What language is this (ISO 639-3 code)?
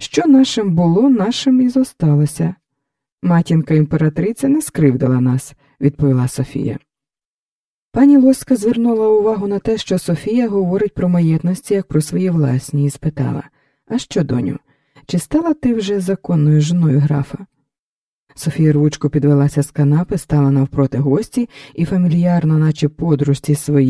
ukr